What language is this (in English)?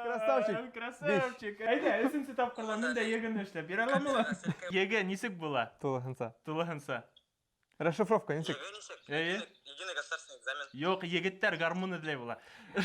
Bashkir